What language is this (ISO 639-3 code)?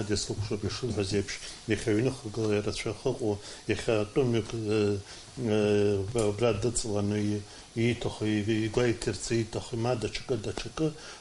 abk